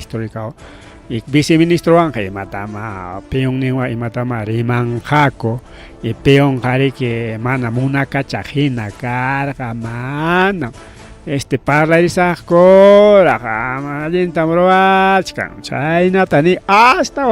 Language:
Ayacucho Quechua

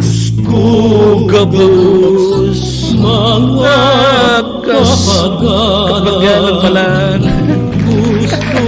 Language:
Bikol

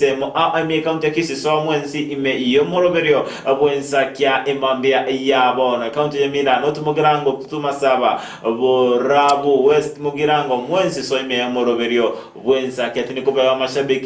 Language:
Gusii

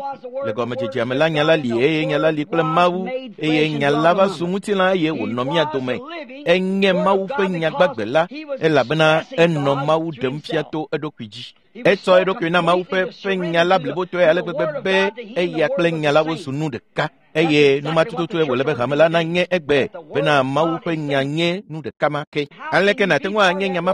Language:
Ewe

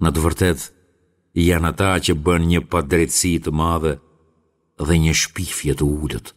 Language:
Albanian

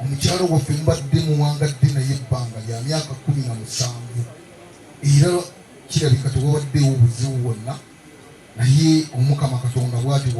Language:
Ganda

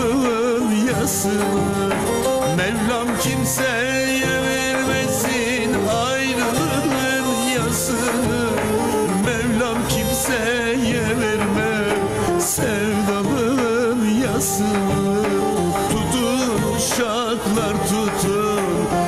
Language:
Turkish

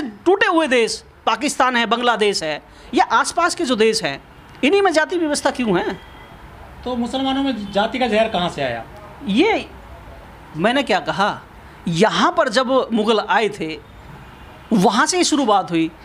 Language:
Hindi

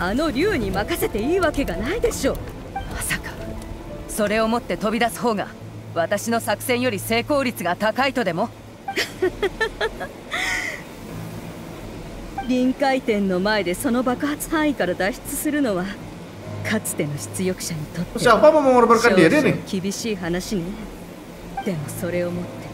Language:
Japanese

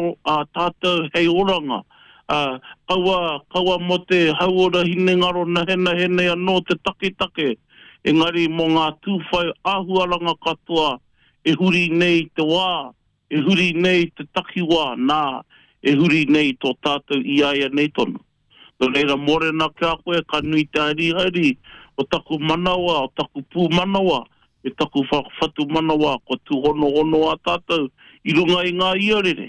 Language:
Māori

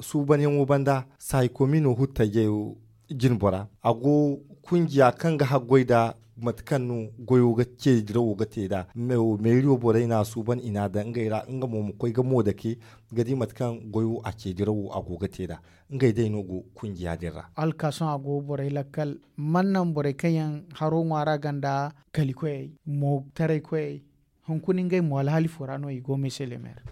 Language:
Zarma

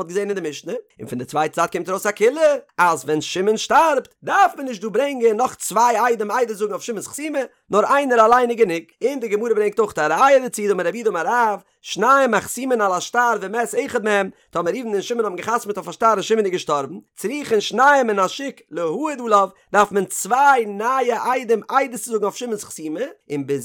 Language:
Yiddish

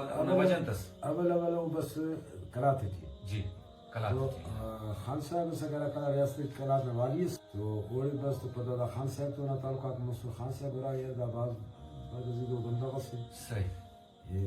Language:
Brahui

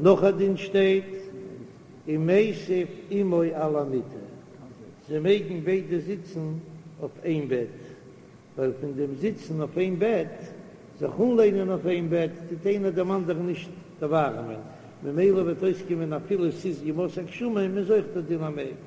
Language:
Yiddish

